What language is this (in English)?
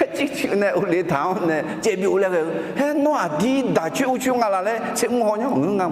Akha